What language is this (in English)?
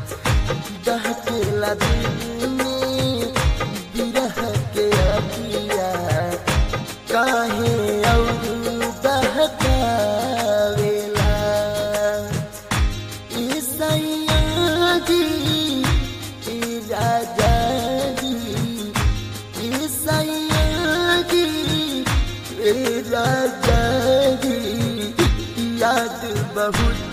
Bhojpuri